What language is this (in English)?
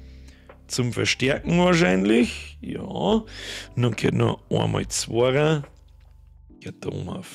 Bavarian